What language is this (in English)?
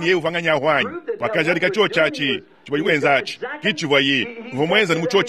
Luba-Lulua